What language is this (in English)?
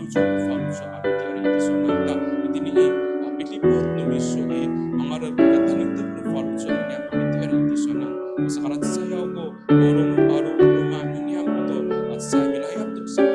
Amis